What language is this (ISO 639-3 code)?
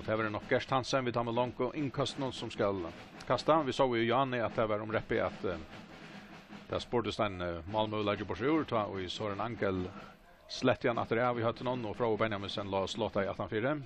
fao